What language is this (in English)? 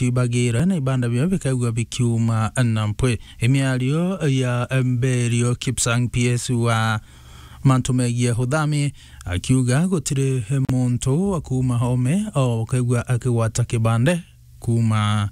Meru